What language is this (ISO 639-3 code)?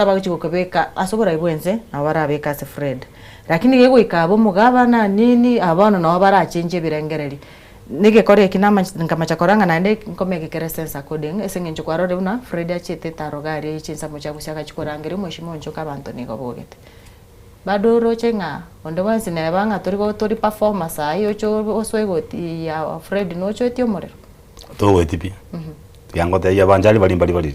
guz